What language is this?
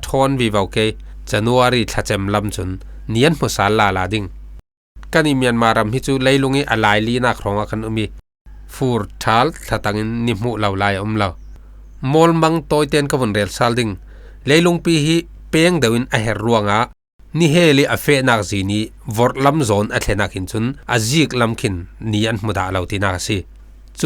Falam Chin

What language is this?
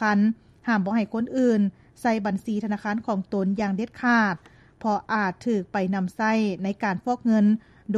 Lao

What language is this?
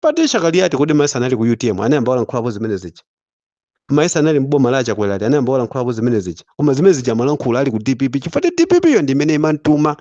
Nyanja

